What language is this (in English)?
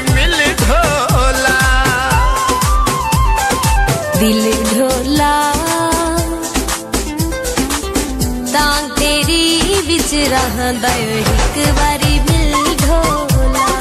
Punjabi